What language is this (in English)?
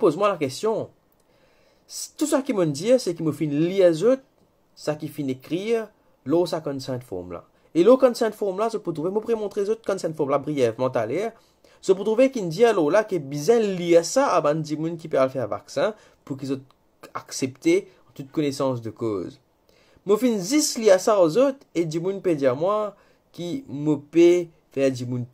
Morisyen